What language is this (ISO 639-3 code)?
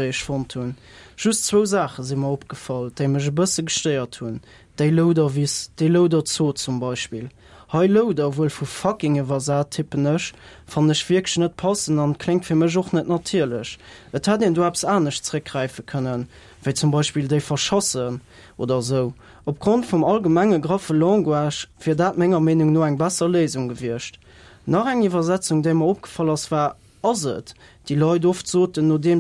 ltz